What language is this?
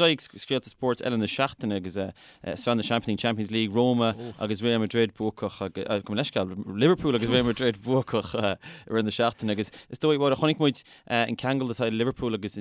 Irish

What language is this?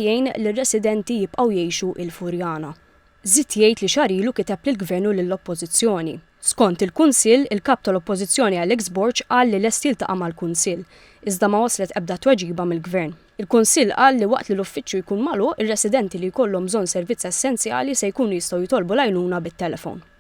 Maltese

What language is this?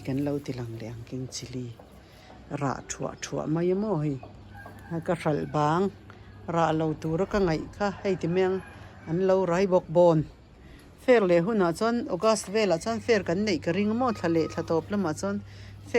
Mizo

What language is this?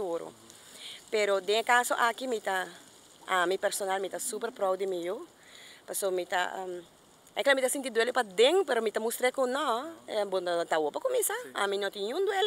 Papiamento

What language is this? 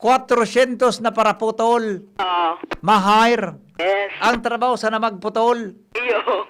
Bikol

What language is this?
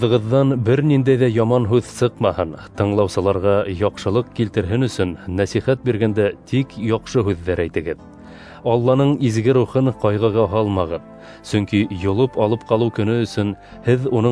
Bashkir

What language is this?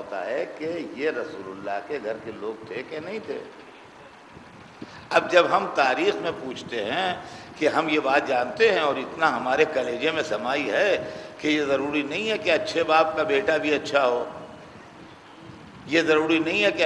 Urdu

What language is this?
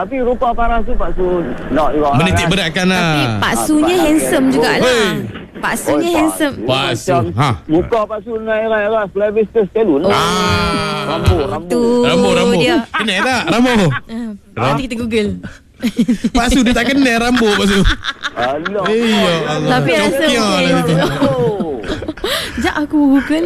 Malay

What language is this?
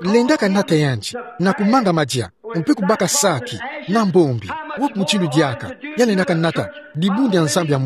Kituba (Democratic Republic of Congo)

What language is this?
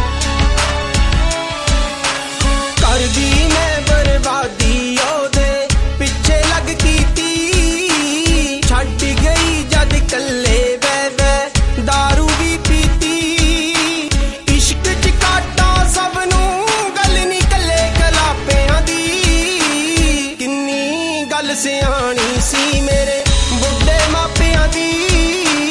Punjabi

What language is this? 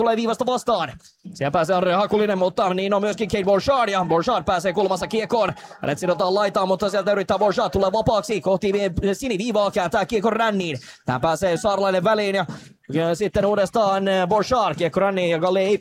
Finnish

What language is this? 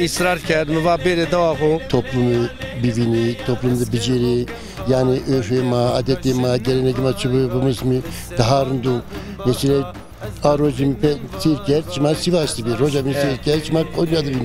Zaza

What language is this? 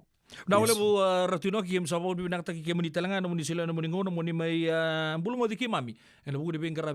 Fijian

